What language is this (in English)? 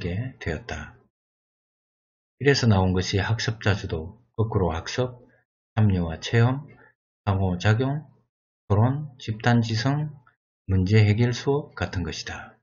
Korean